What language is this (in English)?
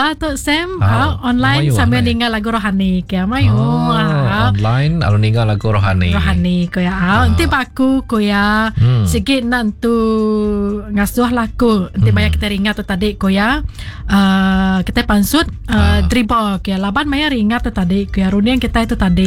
Iban